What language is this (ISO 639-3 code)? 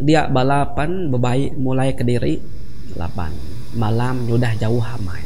iba